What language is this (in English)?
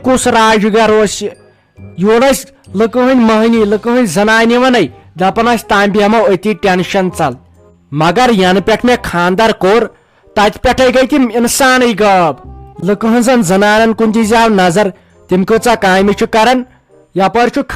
Kashmiri